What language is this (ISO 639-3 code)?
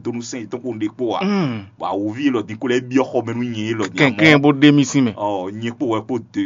fon